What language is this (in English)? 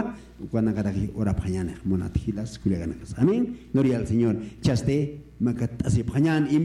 Aymara